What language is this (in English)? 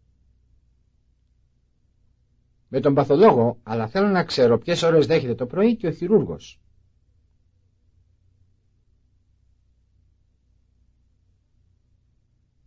Greek